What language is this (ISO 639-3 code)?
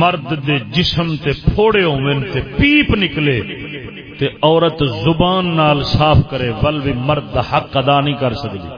skr